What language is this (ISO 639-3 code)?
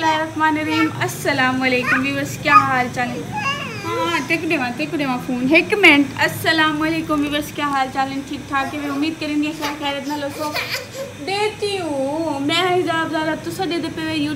skr